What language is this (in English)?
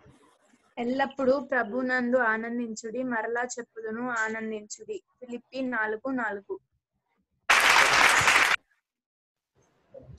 Telugu